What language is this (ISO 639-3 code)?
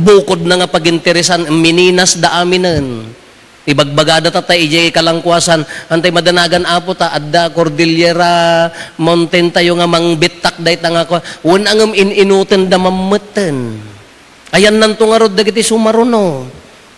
ilo